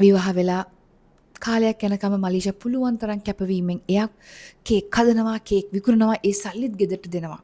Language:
Sinhala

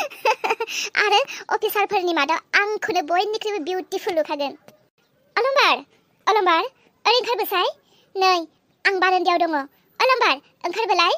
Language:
Bodo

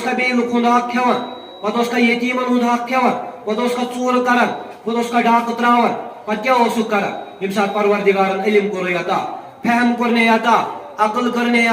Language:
Kashmiri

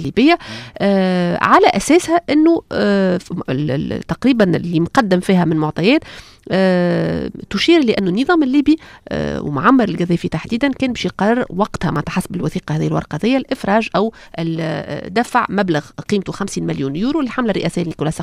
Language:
Tunisian Arabic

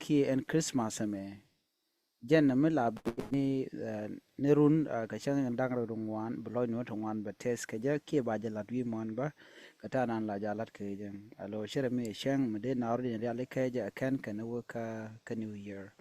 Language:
Nuer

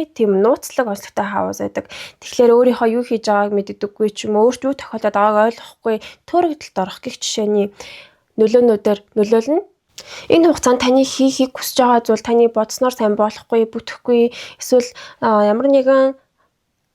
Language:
Mongolian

